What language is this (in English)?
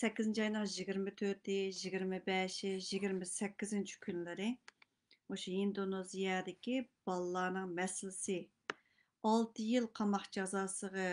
Uyghur